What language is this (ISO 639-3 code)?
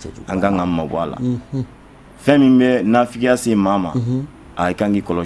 bam